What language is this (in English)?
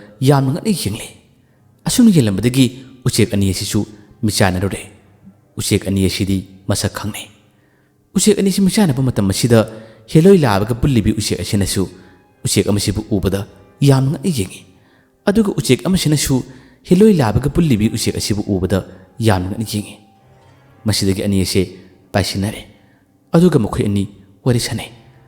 Manipuri